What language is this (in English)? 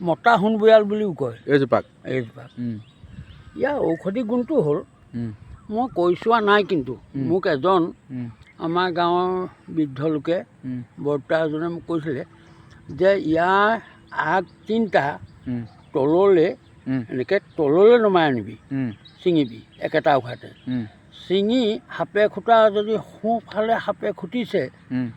Assamese